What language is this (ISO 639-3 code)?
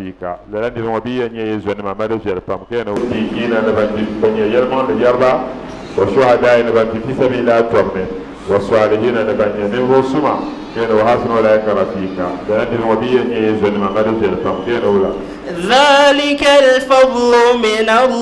dag